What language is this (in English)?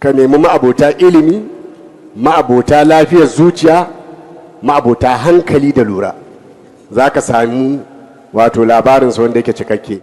Hausa